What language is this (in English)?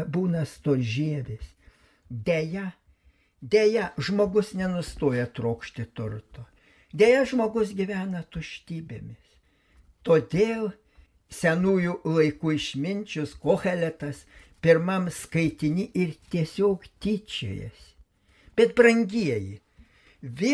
Lithuanian